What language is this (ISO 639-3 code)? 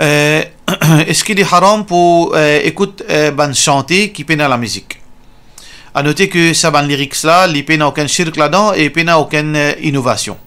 mfe